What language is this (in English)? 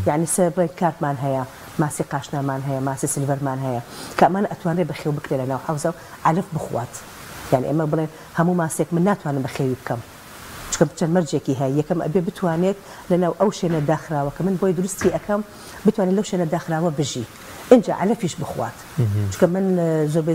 Central Kurdish